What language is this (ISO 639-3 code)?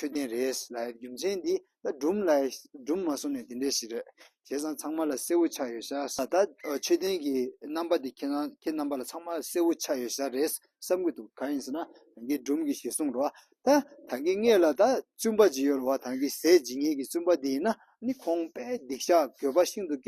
bod